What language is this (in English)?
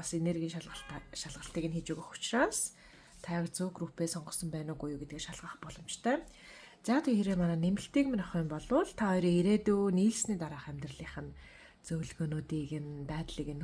Mongolian